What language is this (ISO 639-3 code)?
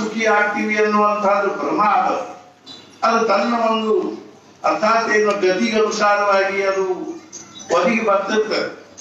kan